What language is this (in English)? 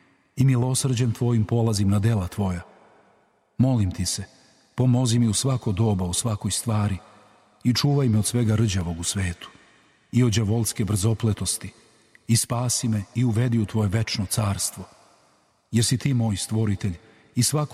Serbian